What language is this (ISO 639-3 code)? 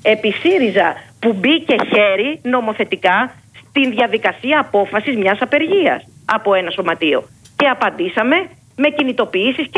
ell